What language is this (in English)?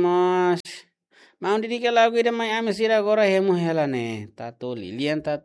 Tetum